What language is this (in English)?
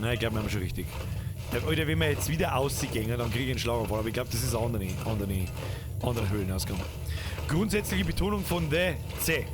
Bavarian